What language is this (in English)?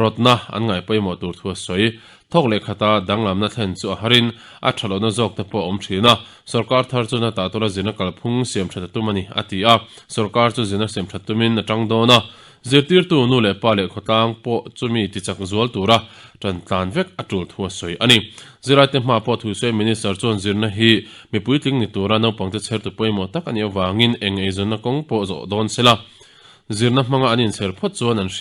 Mizo